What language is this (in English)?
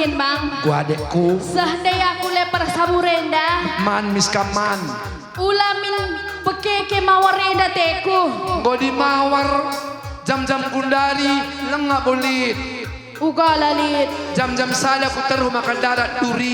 Batak Karo